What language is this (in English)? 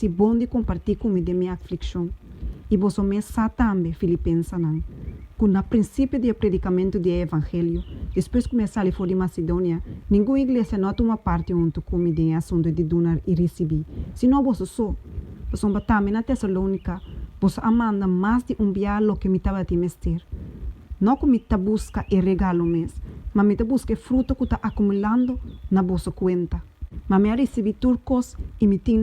Papiamento